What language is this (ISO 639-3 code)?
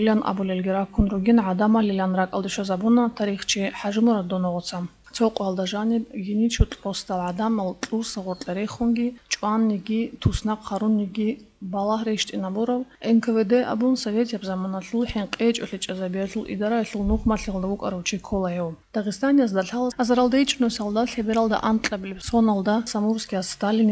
ava